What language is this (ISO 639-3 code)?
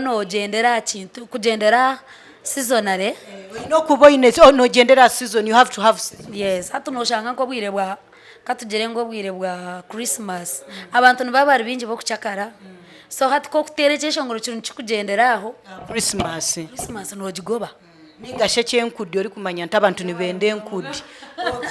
nyn